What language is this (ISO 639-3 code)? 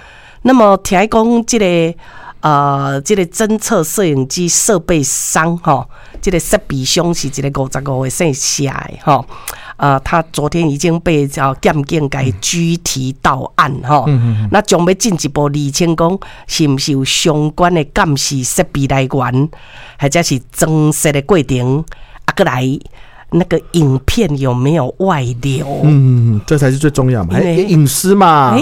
nan